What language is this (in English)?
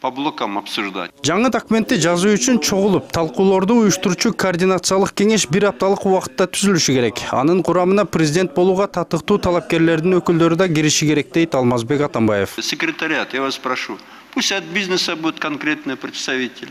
Kyrgyz